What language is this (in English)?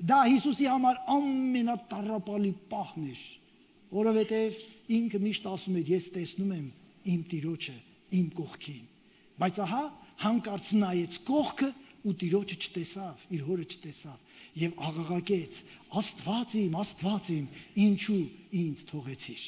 Armenian